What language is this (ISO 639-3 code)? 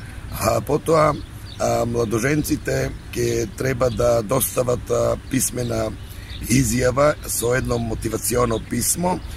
mkd